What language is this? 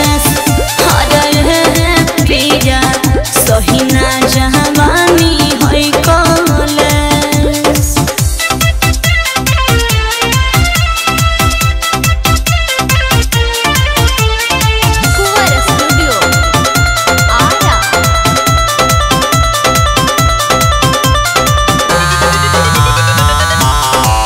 Bhojpuri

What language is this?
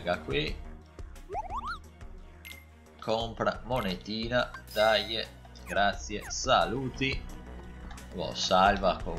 Italian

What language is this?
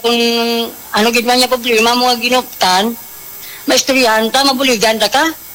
Hiligaynon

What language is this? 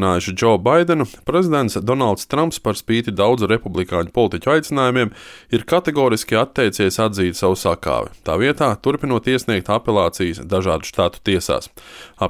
Latvian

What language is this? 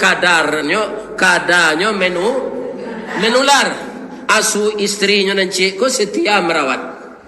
Minangkabau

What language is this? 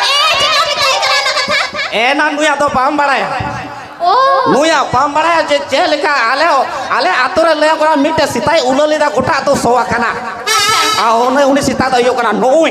Santali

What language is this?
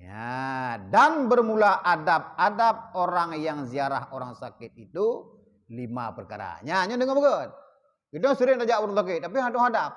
Achinese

